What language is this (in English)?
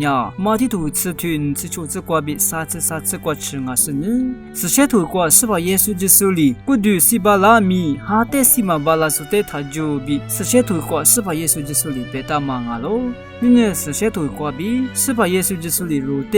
Lisu